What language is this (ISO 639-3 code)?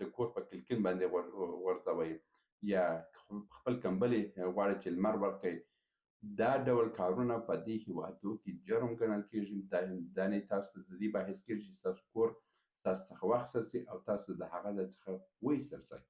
pus